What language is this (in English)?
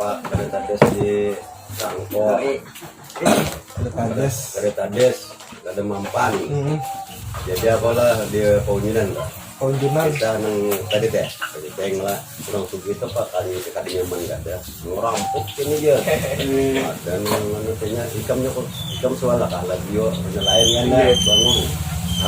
Banjar